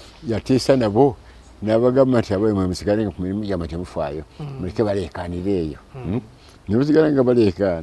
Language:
Ganda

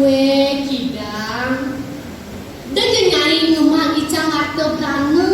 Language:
Balinese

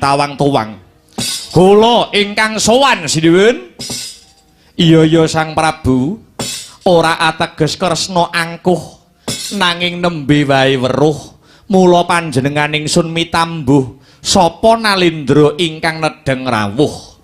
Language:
Javanese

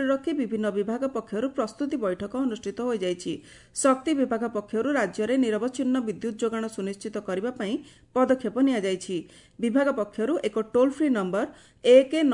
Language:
Odia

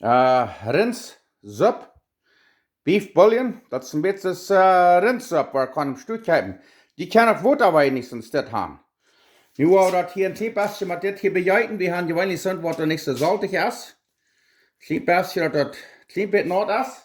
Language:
Plautdietsch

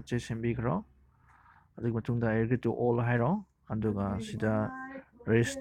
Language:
Manipuri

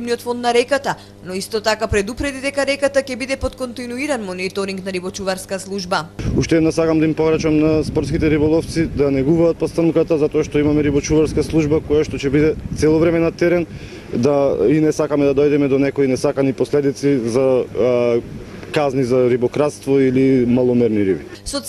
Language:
Macedonian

